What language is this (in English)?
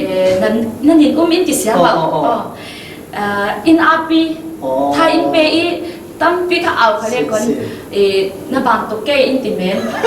Falam Chin